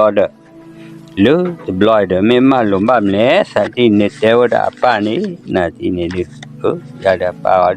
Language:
S'gaw Karen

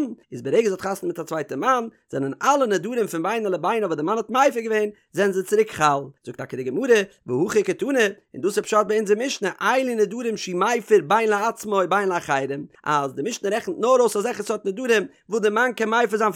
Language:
Yiddish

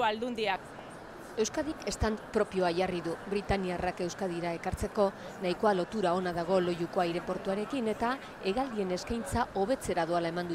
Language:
Basque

